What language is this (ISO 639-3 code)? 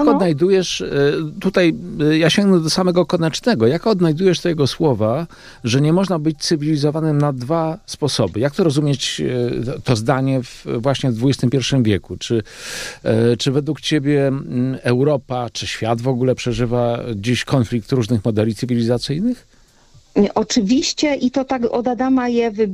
pol